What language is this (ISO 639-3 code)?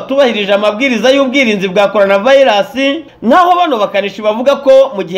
kin